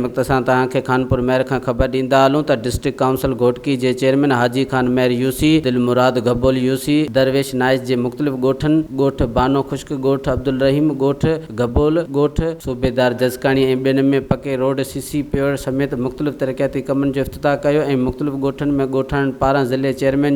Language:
Sindhi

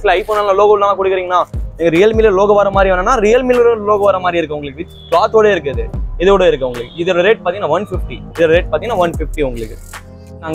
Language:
Tamil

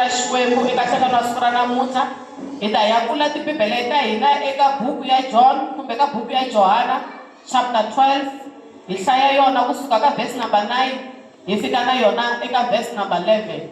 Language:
Tsonga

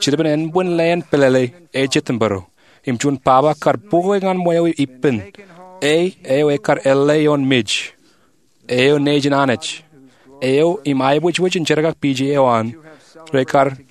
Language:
Marshallese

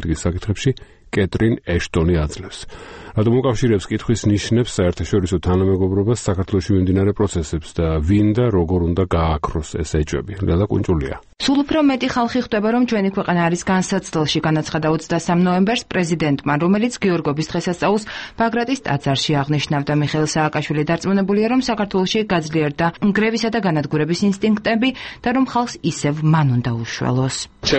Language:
Georgian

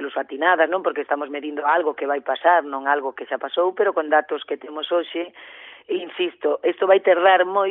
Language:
Galician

